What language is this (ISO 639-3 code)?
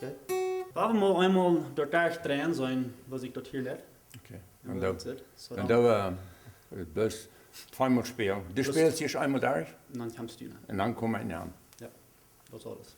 pdt